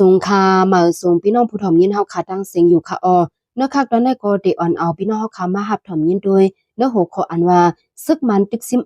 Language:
Shan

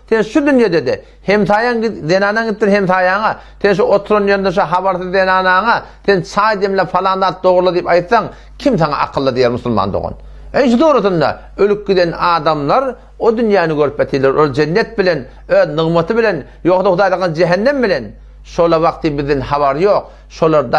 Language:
Turkmen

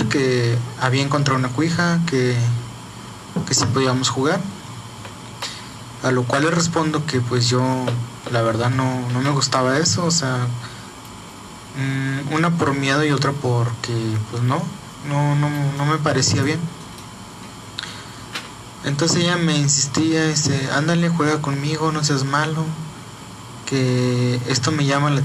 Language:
Spanish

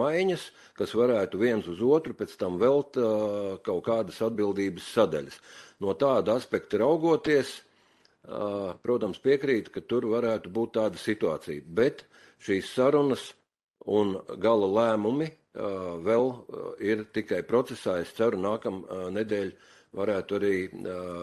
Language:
Latvian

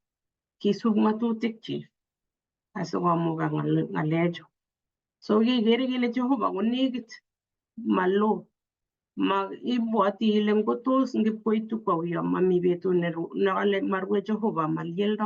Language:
Kalenjin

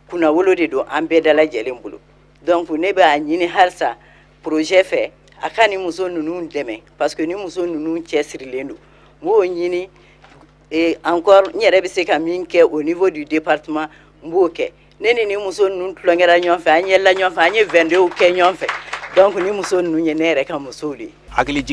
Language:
Bambara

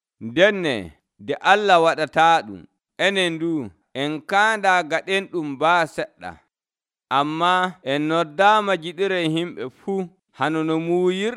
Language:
Nigerian Fulfulde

